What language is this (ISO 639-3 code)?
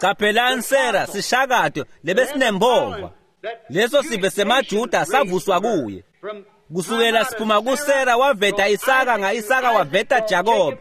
ssw